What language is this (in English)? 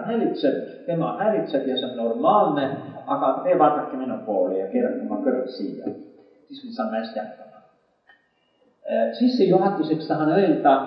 Estonian